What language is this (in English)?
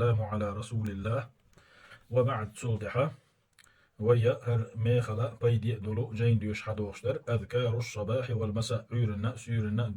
Chechen